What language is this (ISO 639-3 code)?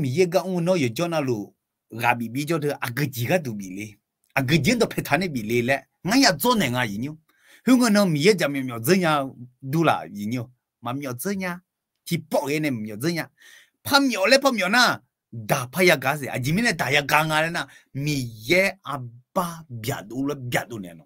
ahk